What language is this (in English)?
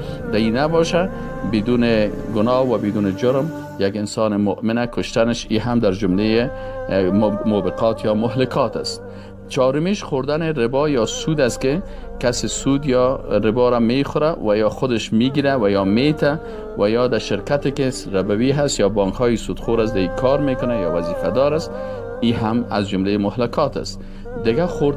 Persian